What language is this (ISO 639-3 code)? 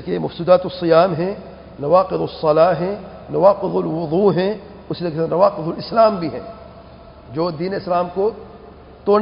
urd